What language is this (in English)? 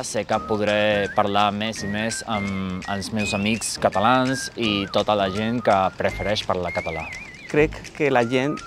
Catalan